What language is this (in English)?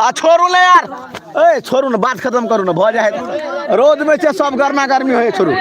Maithili